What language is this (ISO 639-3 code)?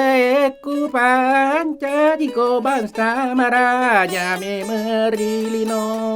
bug